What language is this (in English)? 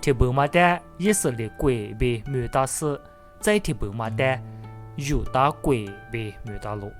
Lisu